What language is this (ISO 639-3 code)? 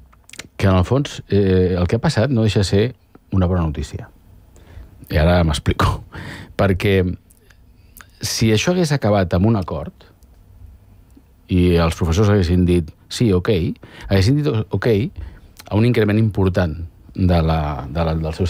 cat